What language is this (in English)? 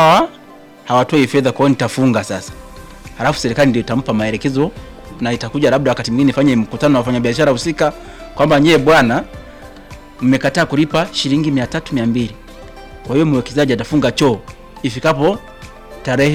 Swahili